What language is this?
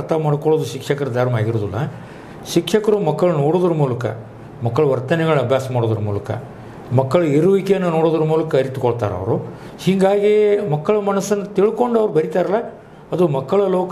Kannada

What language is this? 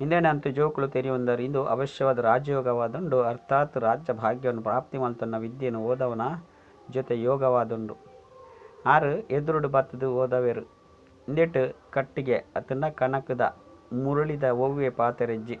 Tulu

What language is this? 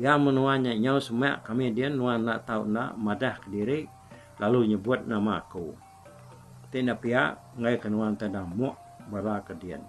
Iban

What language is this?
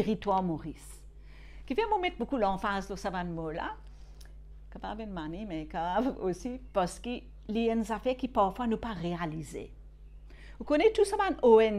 Morisyen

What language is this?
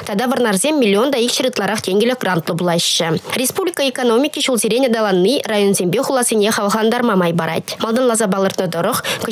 Chuvash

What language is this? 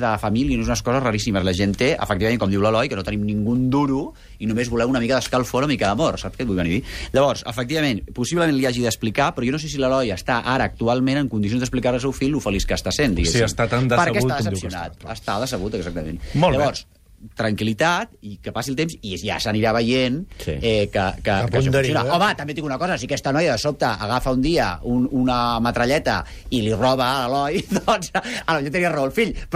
Catalan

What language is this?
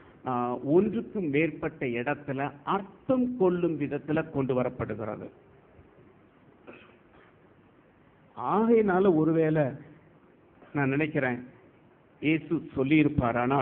Tamil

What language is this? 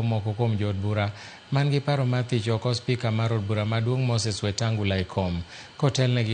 Luo (Kenya and Tanzania)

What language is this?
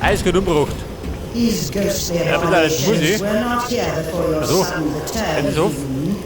Bavarian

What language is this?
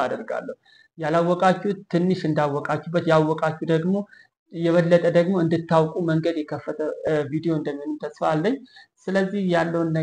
Amharic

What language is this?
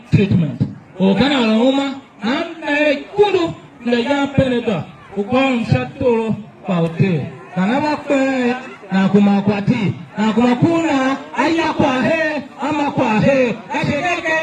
Tiv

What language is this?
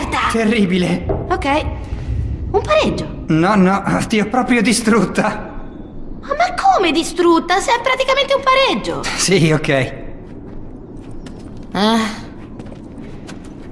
Italian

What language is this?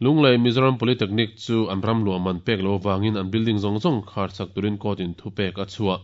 Mizo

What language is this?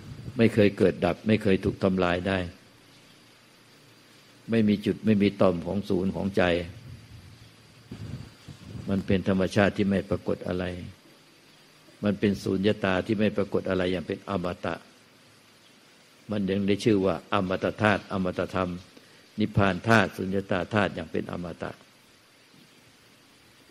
Thai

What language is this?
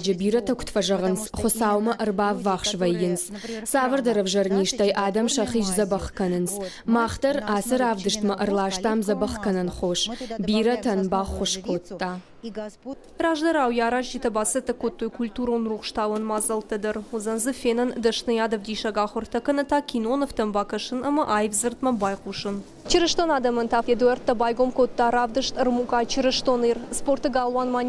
Ossetic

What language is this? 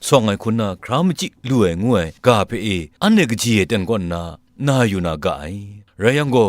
Kachin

